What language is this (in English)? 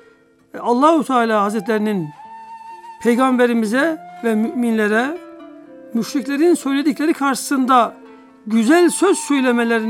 Turkish